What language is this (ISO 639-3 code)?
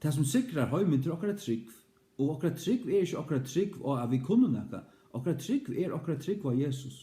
fao